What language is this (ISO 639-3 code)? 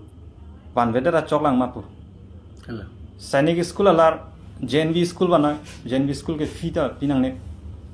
mjw